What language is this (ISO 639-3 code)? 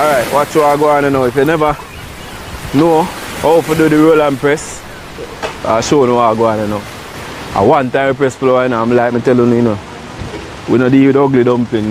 jam